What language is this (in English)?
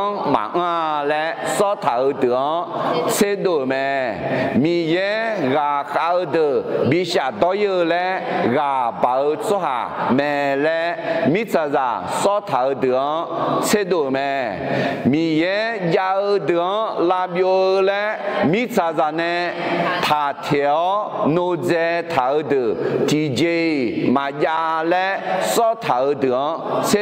Akha